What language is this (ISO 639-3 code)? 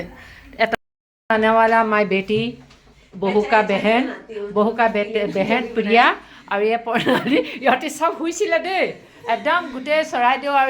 asm